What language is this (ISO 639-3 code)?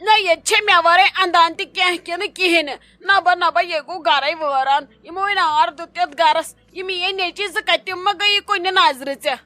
kas